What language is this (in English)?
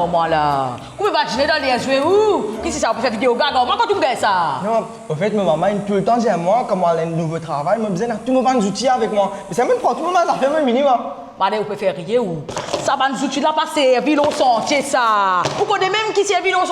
Morisyen